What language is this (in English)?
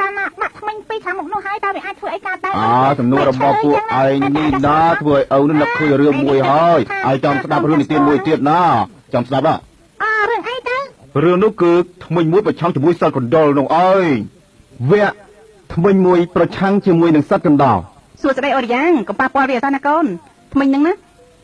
Khmer